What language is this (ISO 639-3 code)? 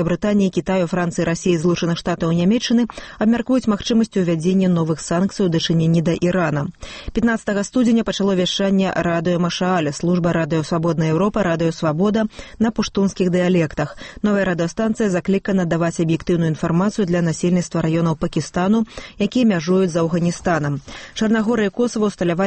bel